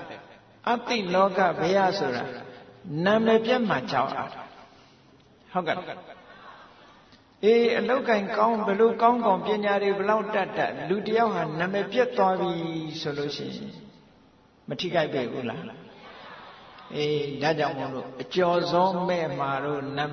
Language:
Burmese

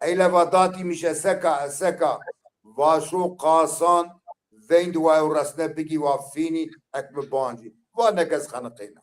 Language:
Zaza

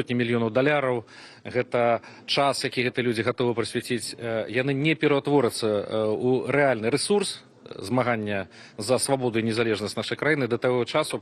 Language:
Belarusian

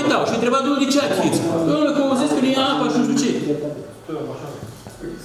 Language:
Romanian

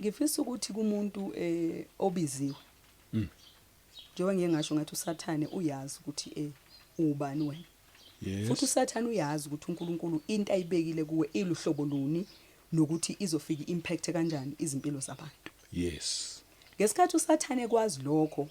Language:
Zulu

